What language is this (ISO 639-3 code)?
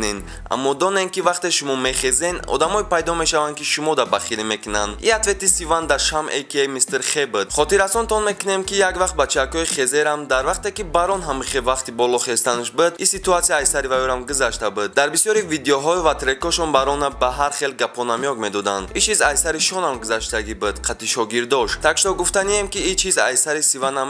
tgk